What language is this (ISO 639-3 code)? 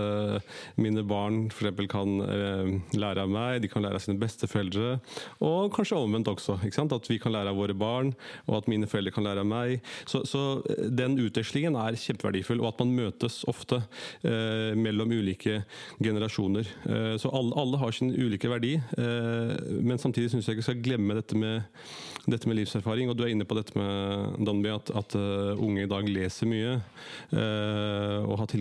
nor